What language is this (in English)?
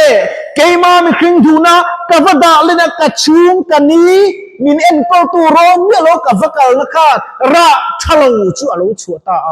Mizo